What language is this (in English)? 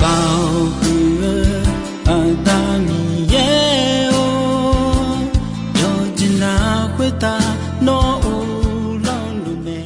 Akha